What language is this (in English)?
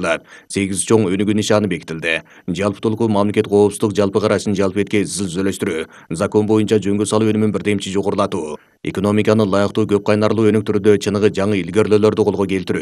Kyrgyz